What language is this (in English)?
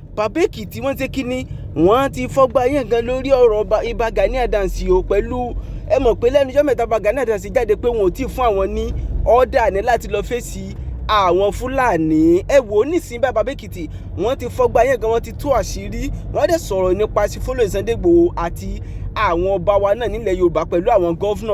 Yoruba